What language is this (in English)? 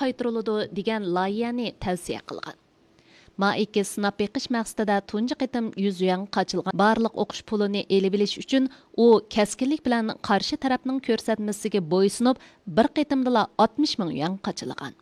Uyghur